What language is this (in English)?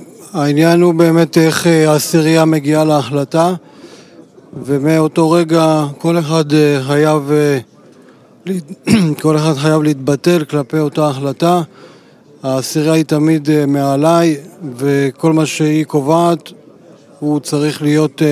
Hebrew